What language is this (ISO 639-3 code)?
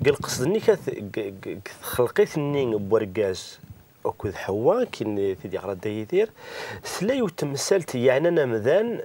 kab